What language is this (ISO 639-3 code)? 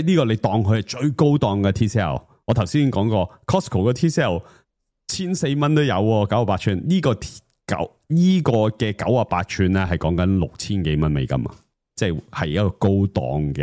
yue